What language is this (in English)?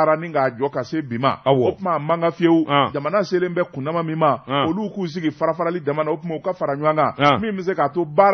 Bambara